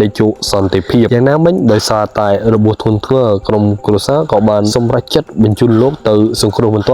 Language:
Khmer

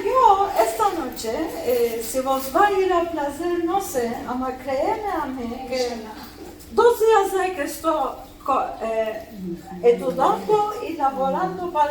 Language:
Ladino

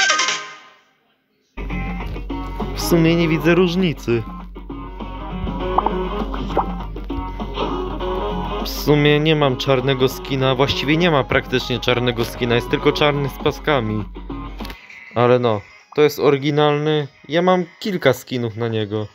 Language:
Polish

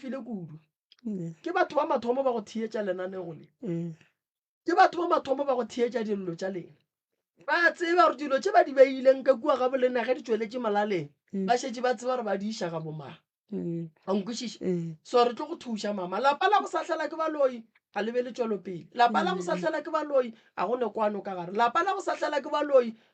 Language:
Northern Sotho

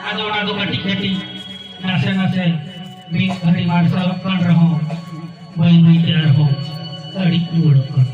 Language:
Santali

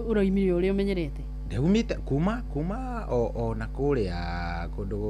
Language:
Kikuyu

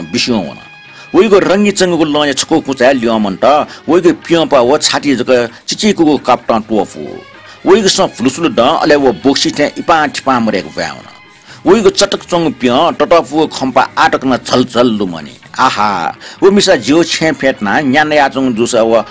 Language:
Newari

